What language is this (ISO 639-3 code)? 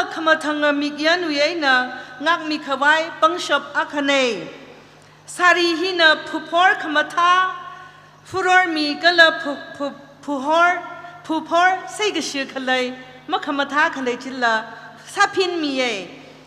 nmf